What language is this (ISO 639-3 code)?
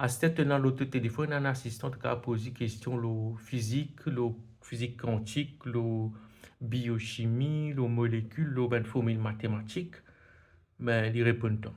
mfe